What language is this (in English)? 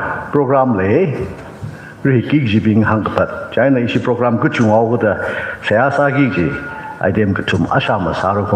Tangkhul Naga (India)